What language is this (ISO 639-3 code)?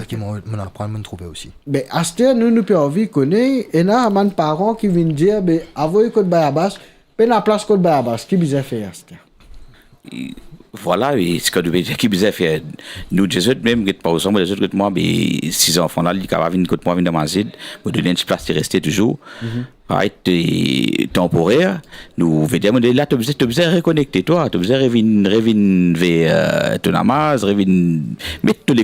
mfe